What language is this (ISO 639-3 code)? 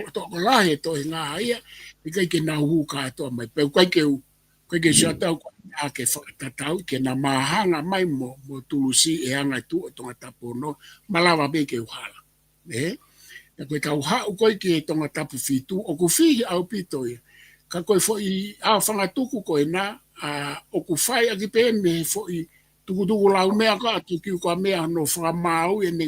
ton